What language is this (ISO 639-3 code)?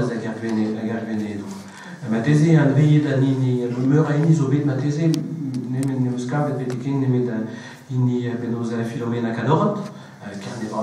bre